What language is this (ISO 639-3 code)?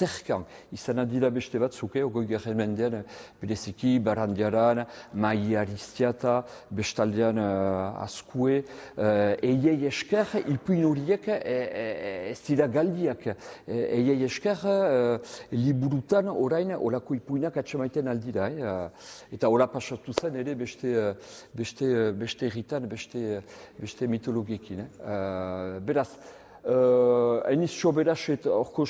eus